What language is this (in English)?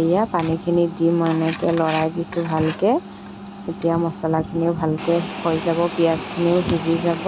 Assamese